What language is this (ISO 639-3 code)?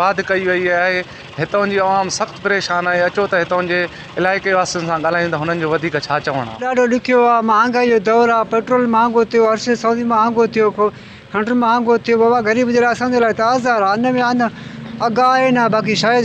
snd